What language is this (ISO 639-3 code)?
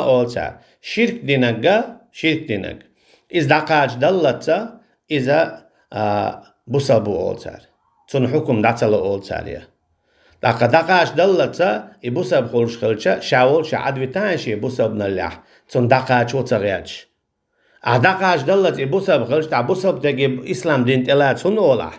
che